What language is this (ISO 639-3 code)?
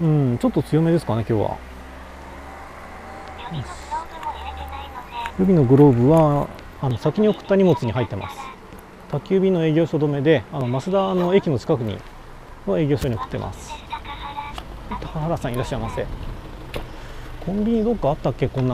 jpn